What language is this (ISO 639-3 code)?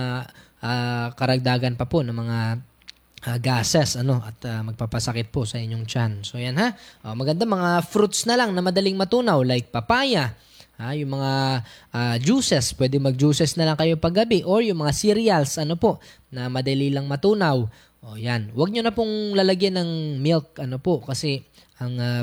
fil